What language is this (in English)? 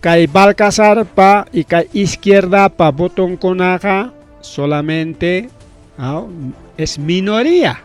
Ayacucho Quechua